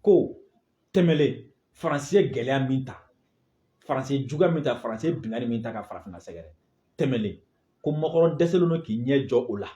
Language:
Bambara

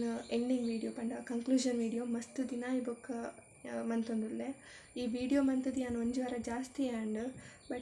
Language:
Tulu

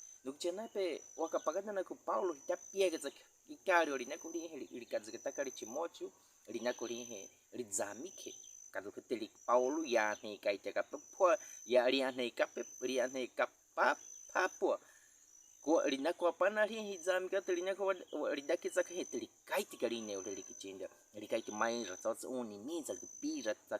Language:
Baniwa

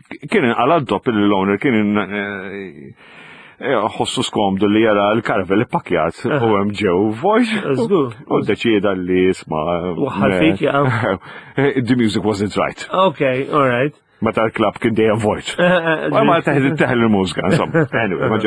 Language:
Maltese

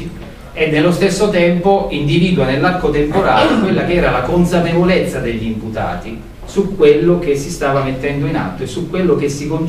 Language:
Italian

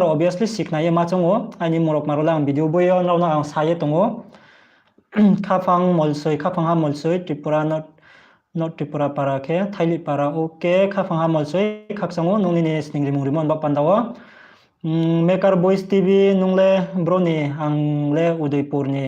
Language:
Riang (India)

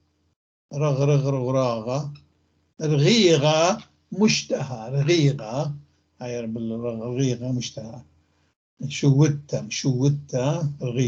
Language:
North Levantine Arabic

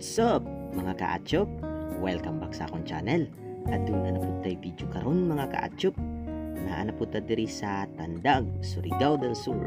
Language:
Cebuano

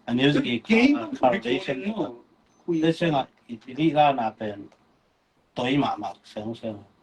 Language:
Tedim Chin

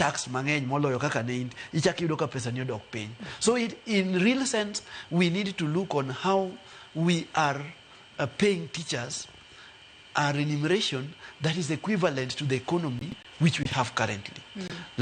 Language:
Luo (Kenya and Tanzania)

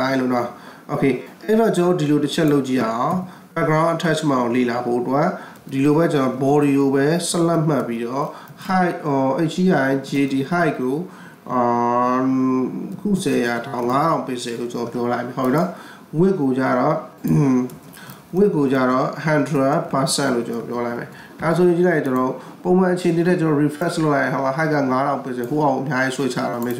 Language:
Burmese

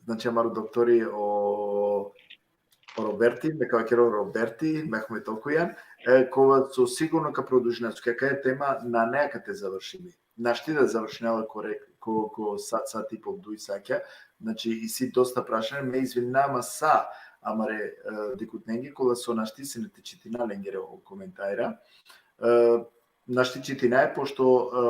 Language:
Balkan Romani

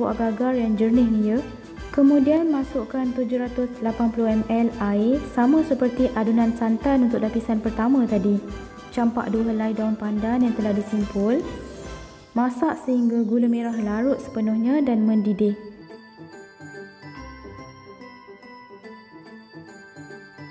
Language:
Malay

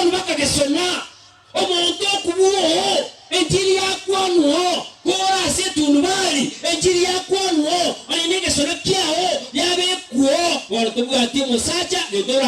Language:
Gusii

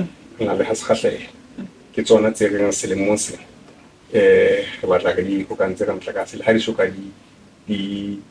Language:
Southern Sotho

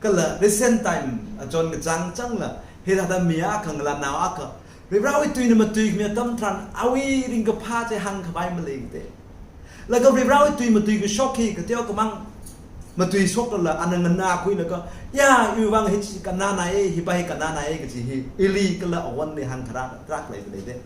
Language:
Tangkhul Naga (India)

